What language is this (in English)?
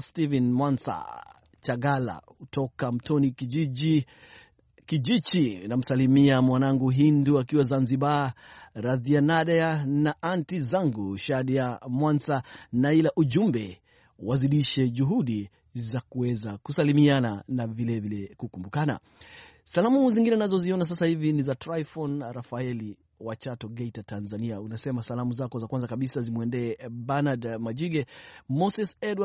Swahili